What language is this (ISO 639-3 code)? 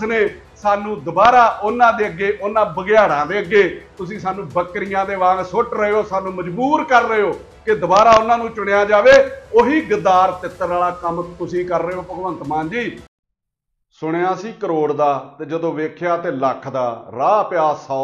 pan